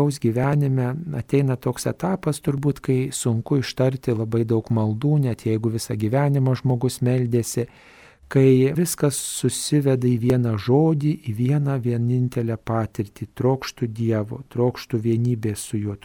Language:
Lithuanian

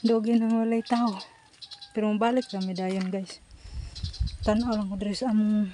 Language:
Cebuano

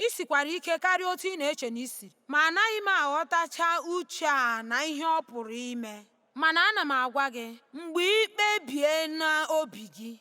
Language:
Igbo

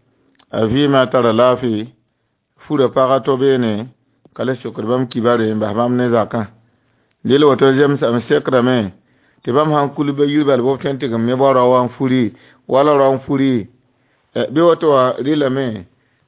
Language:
Mossi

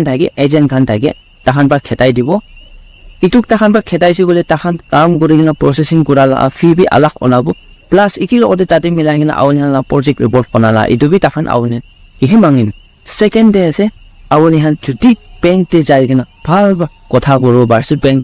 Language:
Naga Pidgin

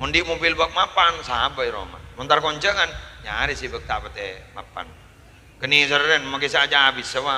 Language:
Madurese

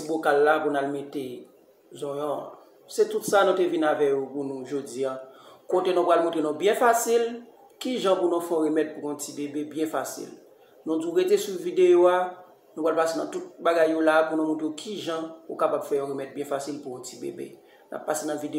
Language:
Haitian Creole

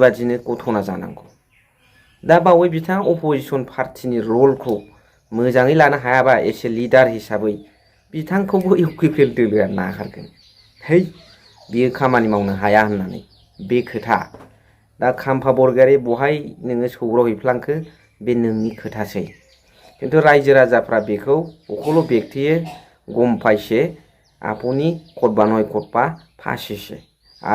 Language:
Bodo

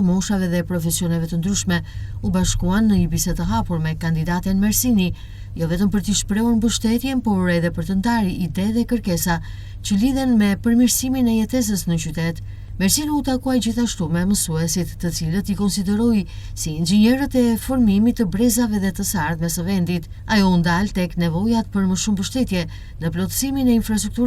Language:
Albanian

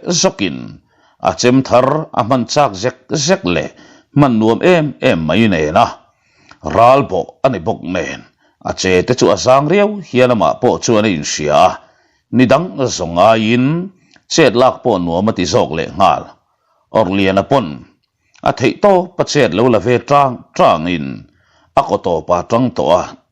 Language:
Mizo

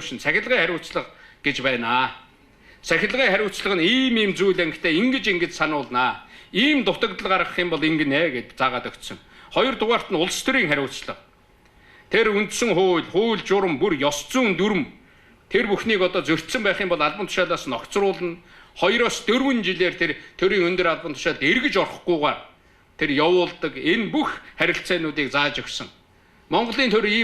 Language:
Mongolian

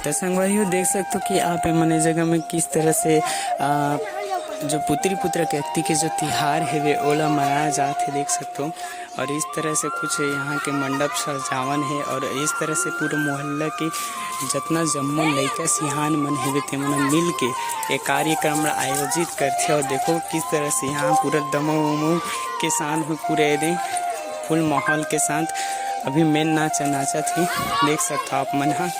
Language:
Chhattisgarhi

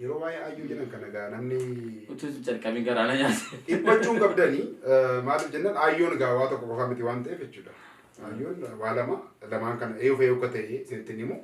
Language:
Oromo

